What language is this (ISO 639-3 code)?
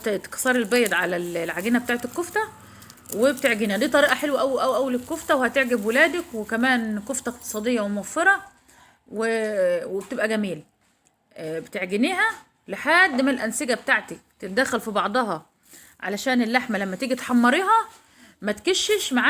arz